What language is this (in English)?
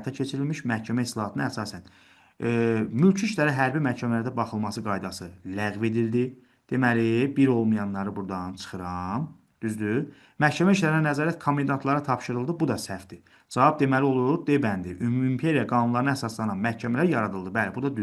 Azerbaijani